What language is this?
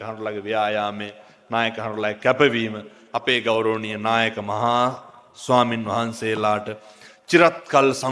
Sinhala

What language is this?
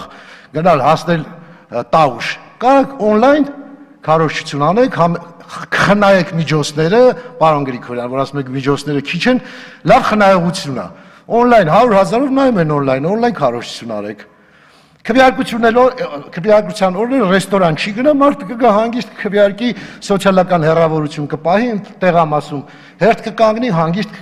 Armenian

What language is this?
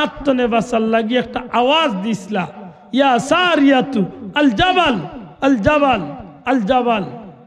Sylheti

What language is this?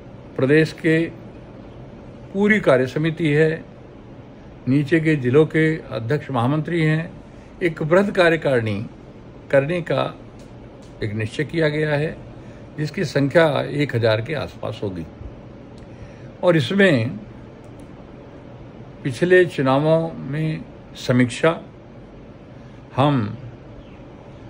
Hindi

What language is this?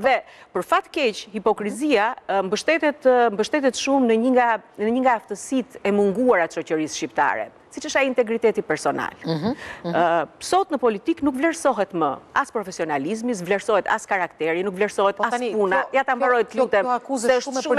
Albanian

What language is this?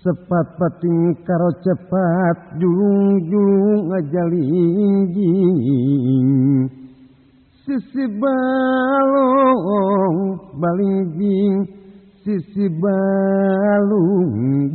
Sundanese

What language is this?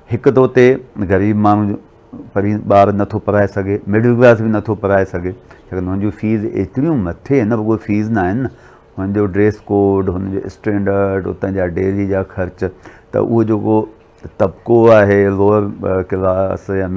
Sindhi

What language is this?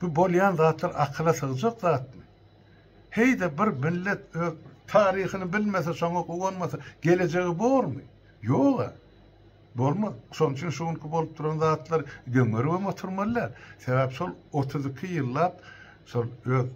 Turkmen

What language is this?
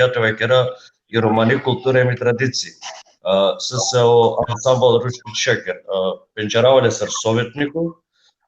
Balkan Romani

